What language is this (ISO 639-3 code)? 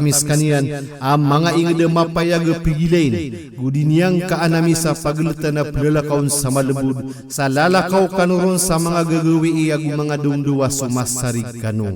mrw